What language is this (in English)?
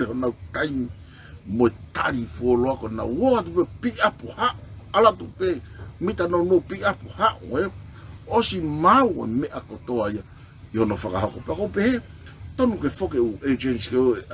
Tongan